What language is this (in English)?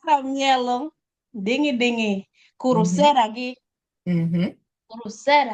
Acoli